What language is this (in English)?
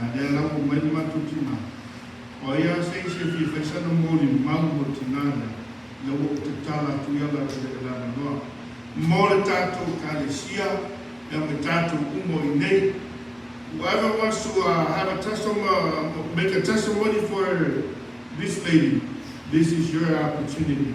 Samoan